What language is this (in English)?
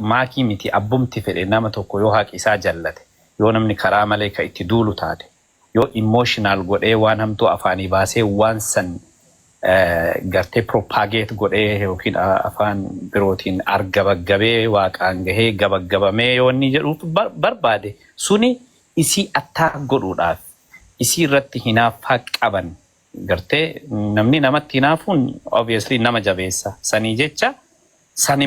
Oromo